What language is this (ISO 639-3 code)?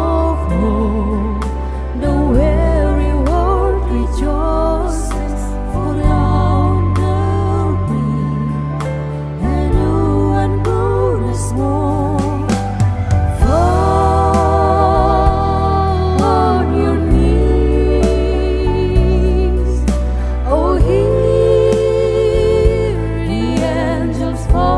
eng